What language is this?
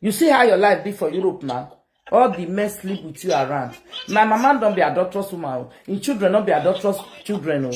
Nigerian Pidgin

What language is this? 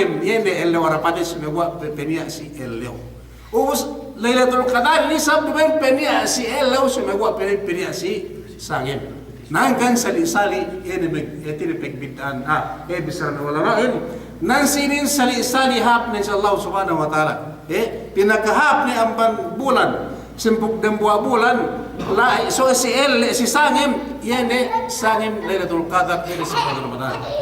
Yakan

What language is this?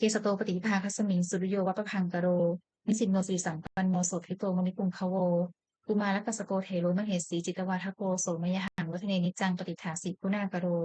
Pali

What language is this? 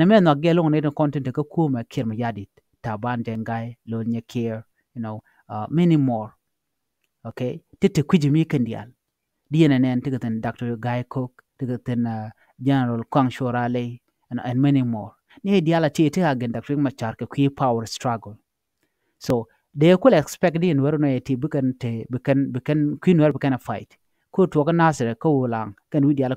Nuer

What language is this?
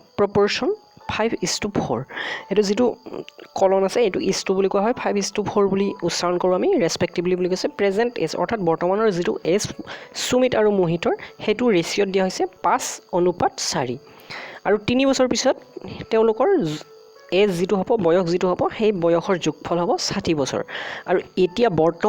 Assamese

